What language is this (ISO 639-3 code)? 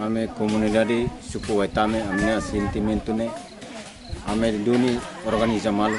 tet